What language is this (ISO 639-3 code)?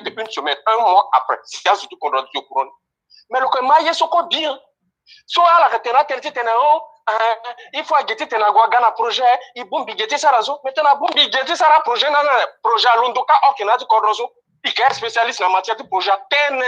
sag